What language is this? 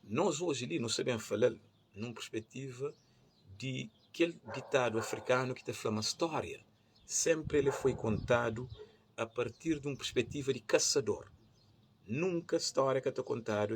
Kabuverdianu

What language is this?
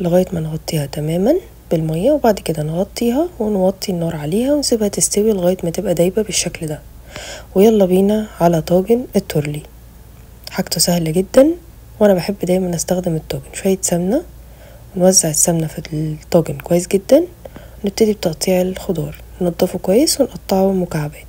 Egyptian Arabic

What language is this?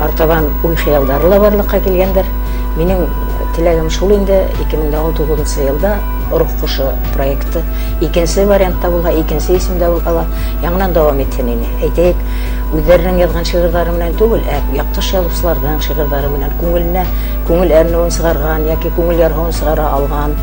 Bashkir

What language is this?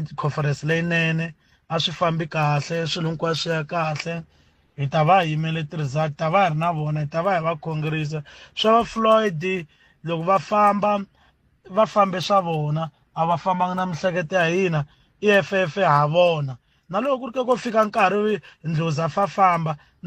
Tsonga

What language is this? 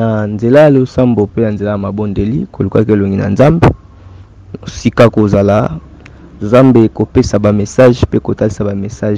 Lingala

